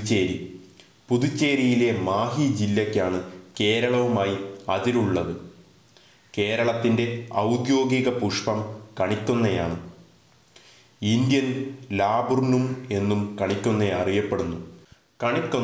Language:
Malayalam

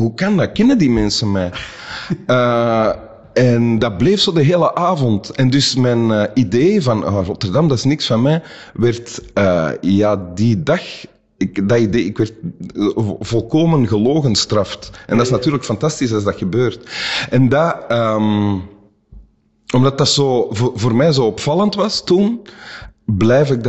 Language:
Dutch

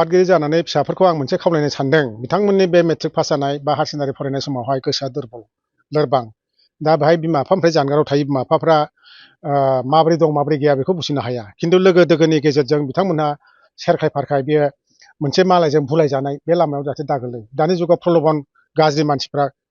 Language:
Bodo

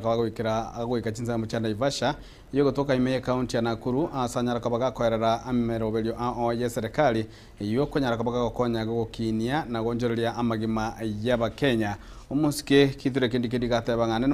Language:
Gusii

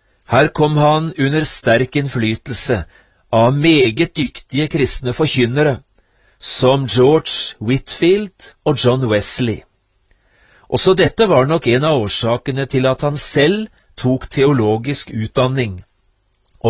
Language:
Norwegian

